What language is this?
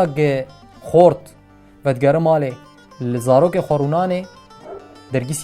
Kurdish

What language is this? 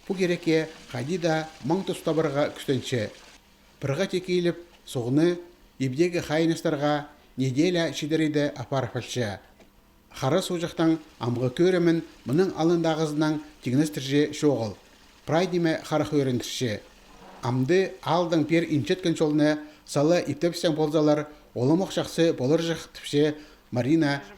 Khakas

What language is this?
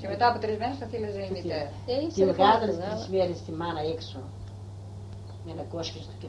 Greek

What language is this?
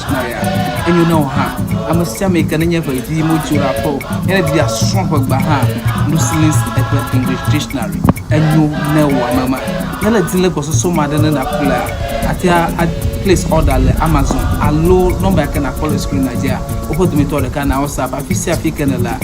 Ewe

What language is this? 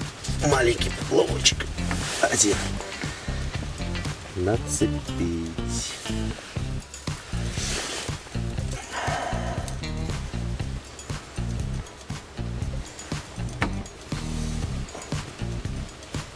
Russian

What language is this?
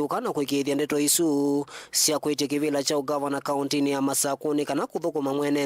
Kamba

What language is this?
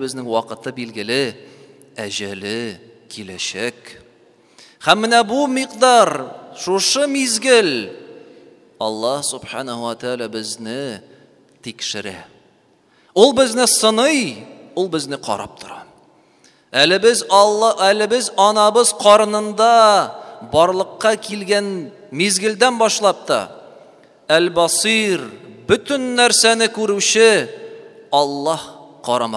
Tatar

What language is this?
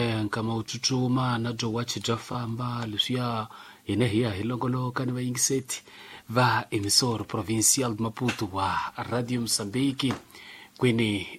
Tsonga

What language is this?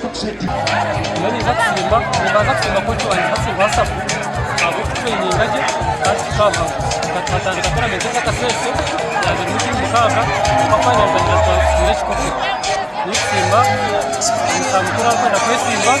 Nyankole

